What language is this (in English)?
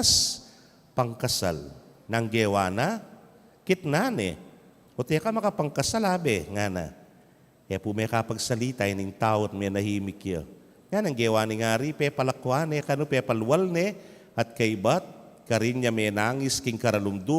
Pampanga